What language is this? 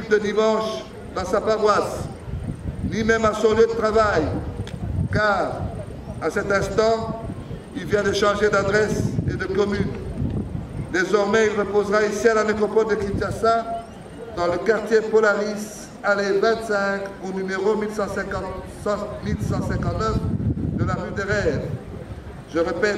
French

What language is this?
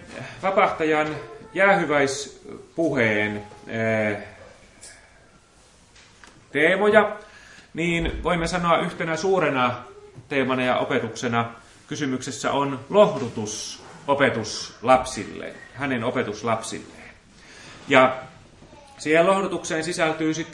Finnish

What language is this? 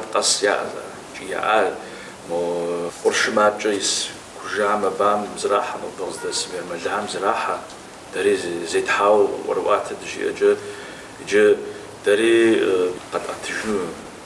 Kabardian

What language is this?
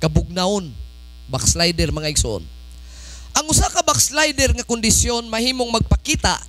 Cebuano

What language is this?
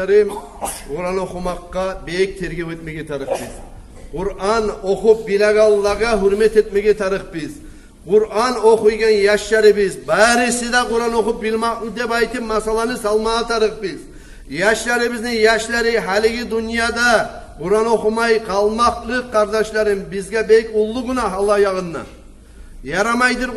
Kumyk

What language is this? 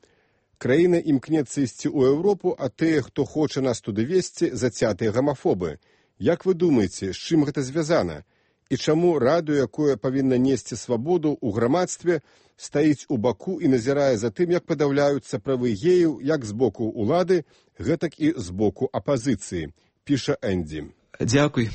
Belarusian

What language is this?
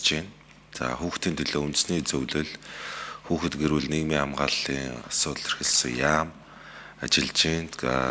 Mongolian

